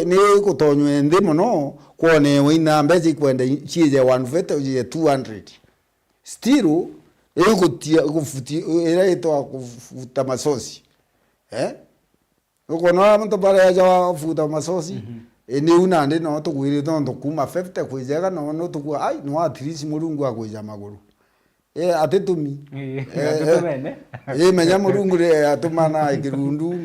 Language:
Meru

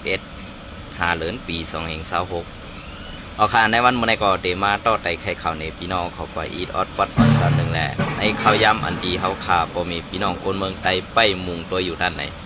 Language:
Shan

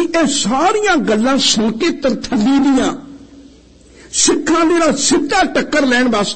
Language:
Punjabi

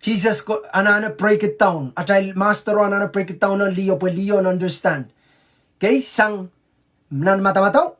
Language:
Pohnpeian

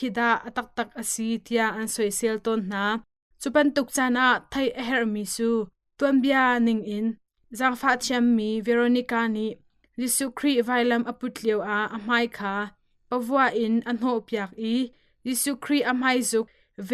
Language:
Hakha Chin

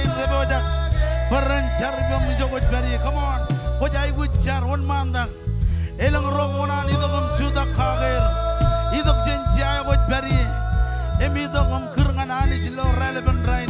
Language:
Marshallese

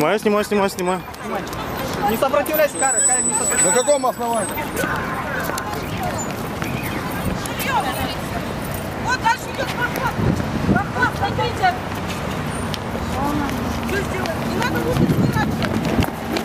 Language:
Russian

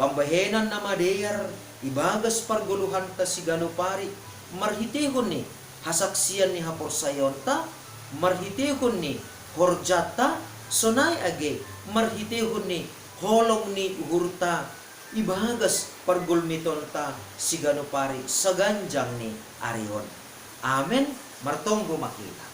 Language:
Batak Simalungun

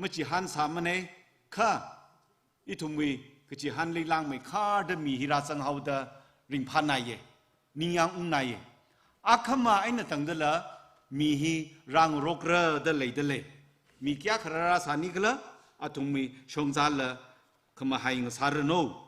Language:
Tangkhul Naga (India)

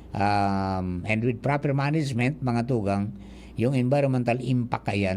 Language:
Bikol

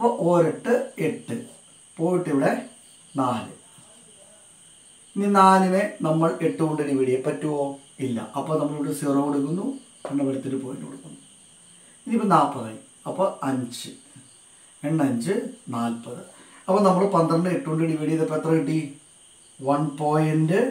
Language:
Malayalam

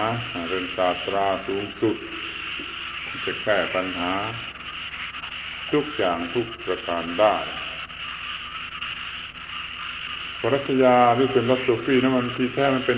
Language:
Thai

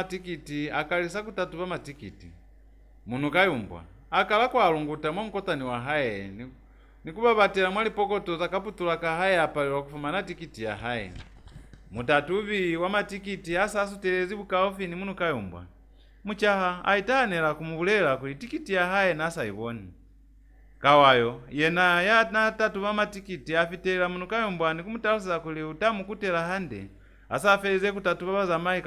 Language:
Lozi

